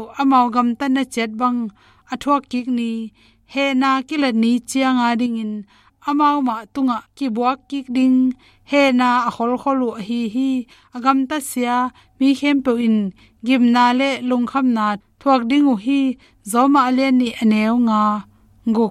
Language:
Tedim Chin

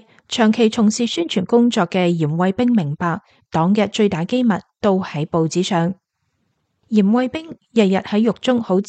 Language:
Cantonese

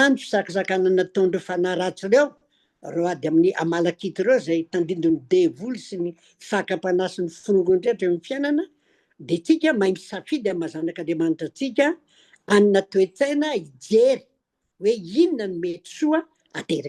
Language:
Malagasy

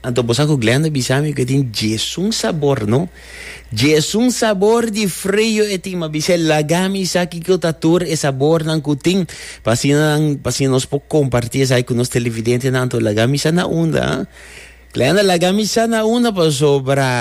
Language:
Papiamento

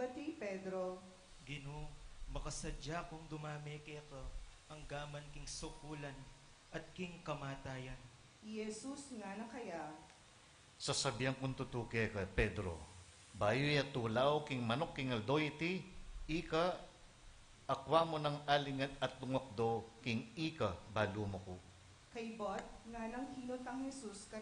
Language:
Pampanga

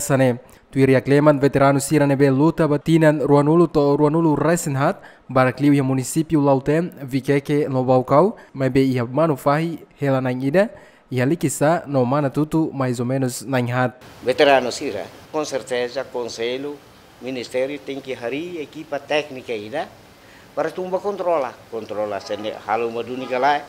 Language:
Tetum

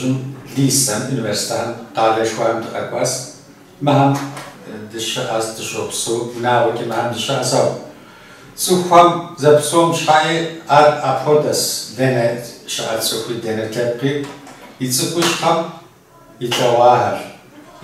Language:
Kabardian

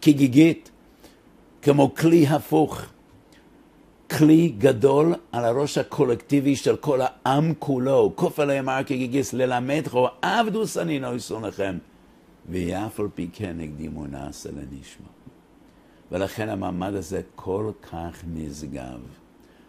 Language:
Hebrew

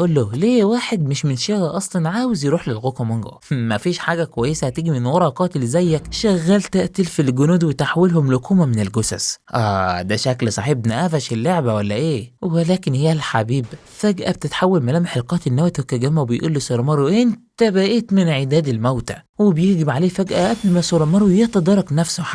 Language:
Egyptian Arabic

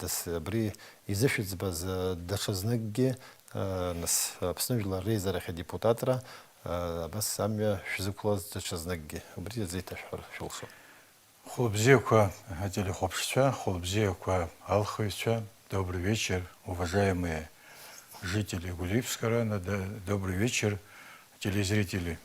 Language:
Abkhazian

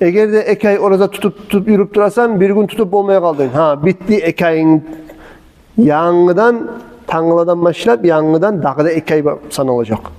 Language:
Kumyk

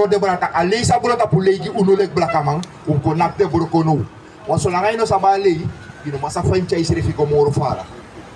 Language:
Sranan Tongo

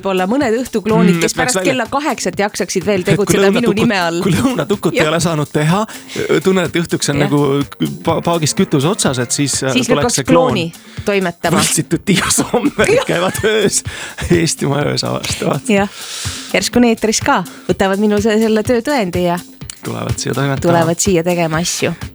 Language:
Estonian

